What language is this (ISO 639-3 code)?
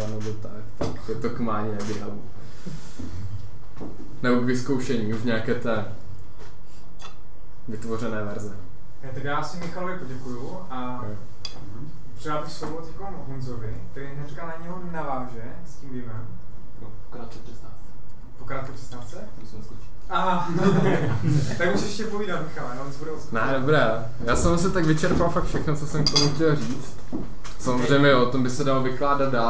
ces